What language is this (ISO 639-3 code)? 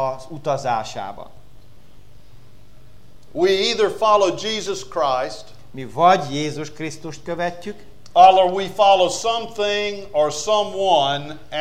hun